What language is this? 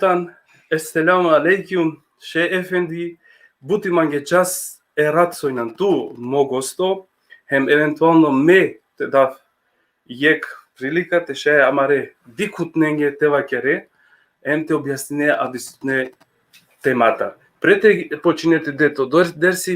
Balkan Romani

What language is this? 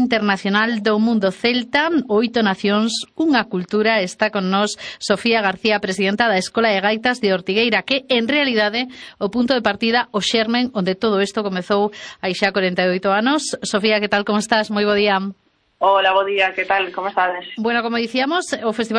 Galician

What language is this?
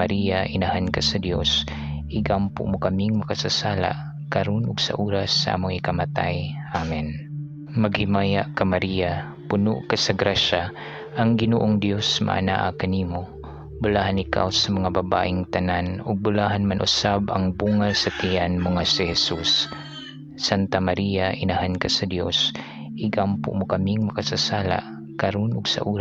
Cebuano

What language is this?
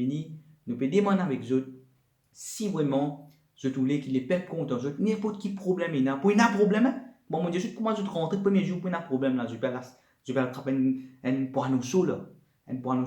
Morisyen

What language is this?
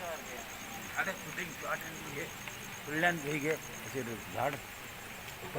Konkani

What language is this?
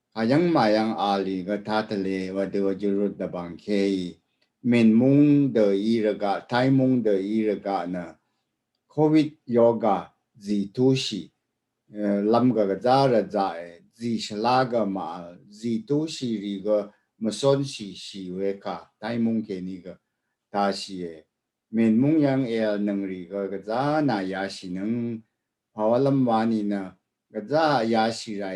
Rawang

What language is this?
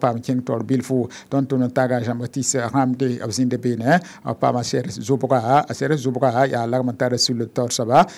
Mossi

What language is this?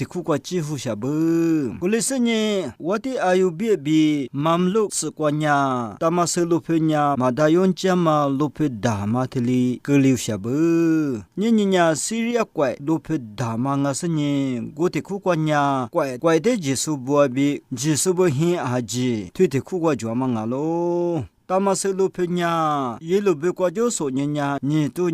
Lisu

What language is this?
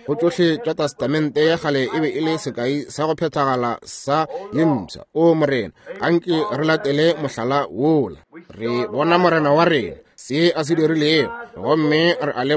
Northern Sotho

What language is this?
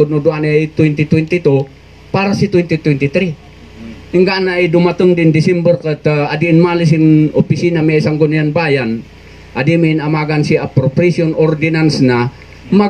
Kankanaey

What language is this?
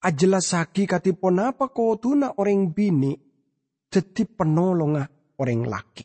Madurese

